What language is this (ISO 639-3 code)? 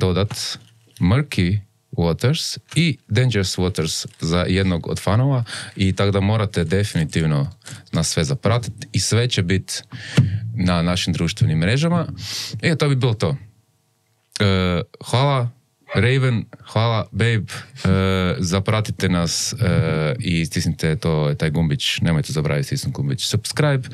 hrv